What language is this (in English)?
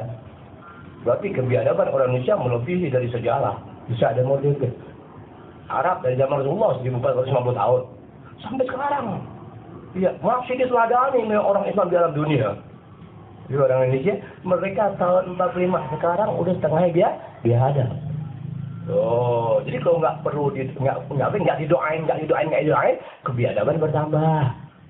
Indonesian